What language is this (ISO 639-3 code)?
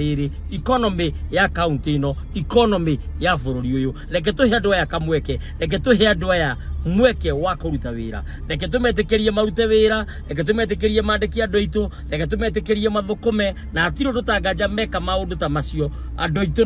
kik